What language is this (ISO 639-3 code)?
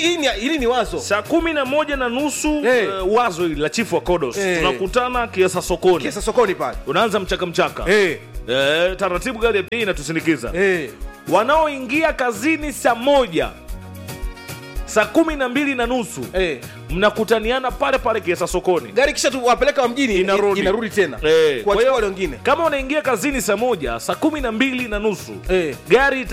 swa